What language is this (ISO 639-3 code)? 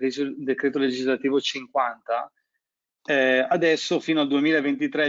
ita